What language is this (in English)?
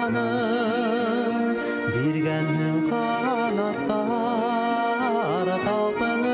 Bashkir